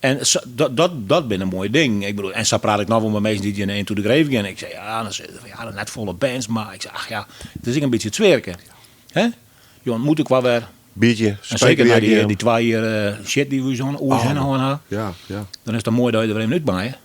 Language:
Western Frisian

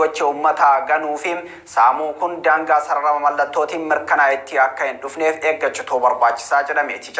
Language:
Oromo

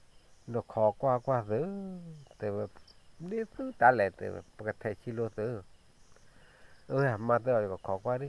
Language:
S'gaw Karen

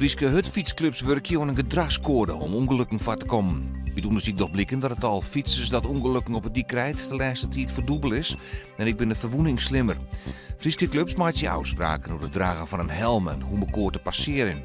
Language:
Western Frisian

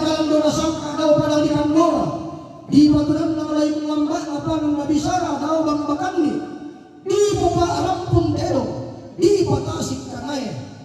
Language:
Toraja-Sa'dan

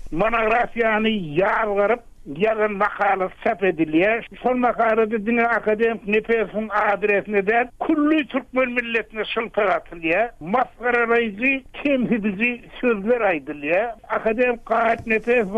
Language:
Turkmen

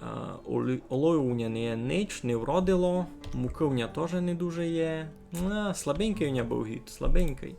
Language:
Rusyn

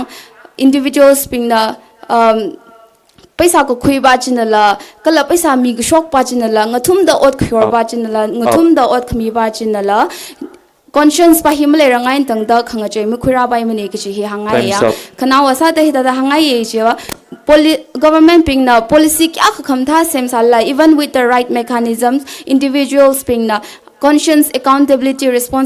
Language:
Tangkhul Naga (India)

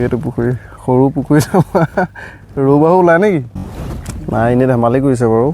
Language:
Assamese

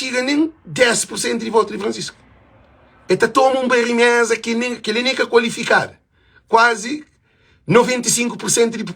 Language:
Kabuverdianu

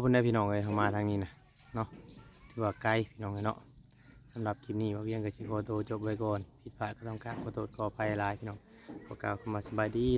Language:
Northeastern Thai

